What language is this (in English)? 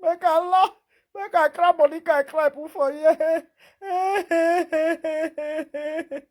Nigerian Pidgin